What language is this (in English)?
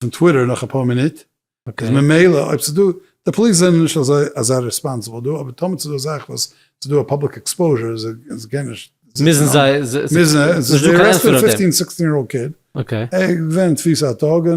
Yiddish